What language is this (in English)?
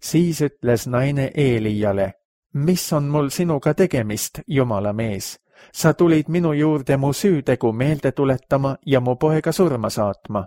Estonian